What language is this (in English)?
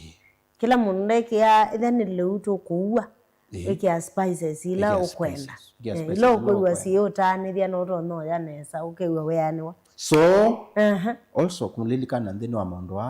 Kamba